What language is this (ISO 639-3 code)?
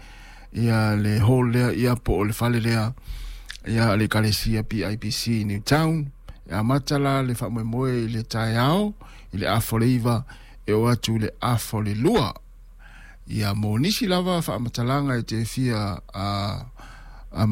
smo